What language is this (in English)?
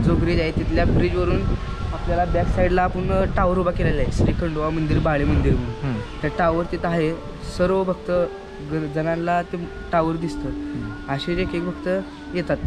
Marathi